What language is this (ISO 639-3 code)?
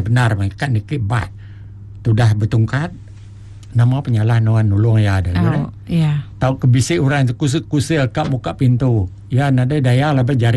iba